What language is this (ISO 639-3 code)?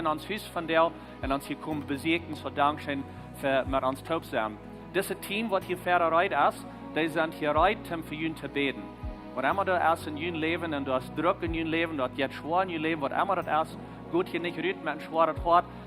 pdt